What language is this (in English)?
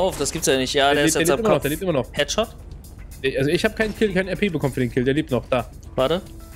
German